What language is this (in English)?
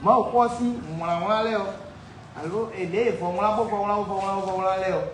Fon